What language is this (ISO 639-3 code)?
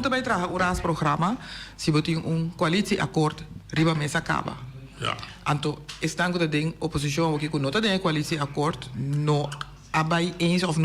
pap